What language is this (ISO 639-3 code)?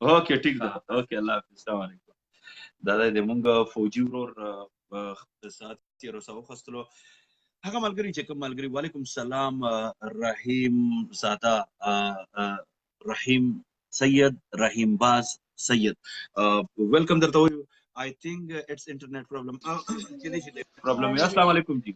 pus